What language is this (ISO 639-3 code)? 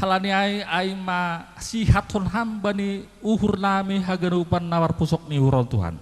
bts